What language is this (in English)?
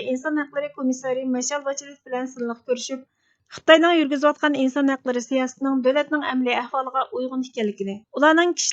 Uyghur